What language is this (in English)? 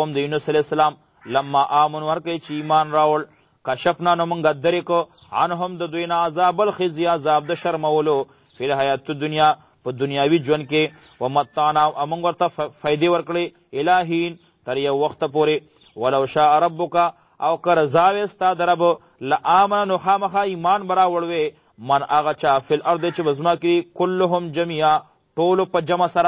Pashto